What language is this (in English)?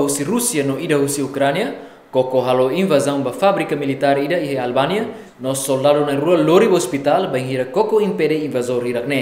Tetum